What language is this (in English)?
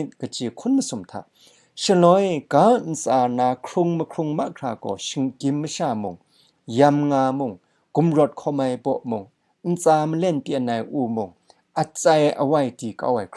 Kachin